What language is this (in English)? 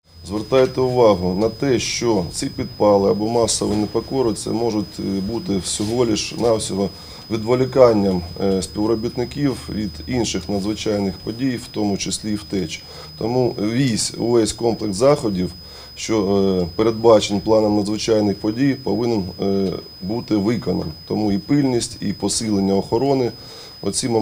Ukrainian